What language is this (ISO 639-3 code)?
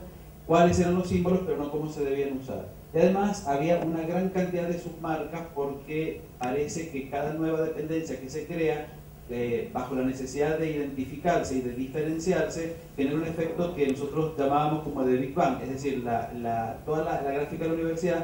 spa